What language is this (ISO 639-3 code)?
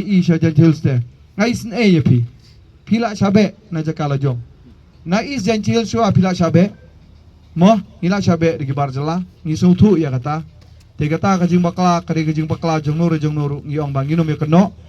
kha